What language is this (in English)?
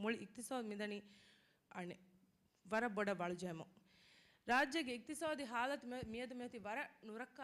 Divehi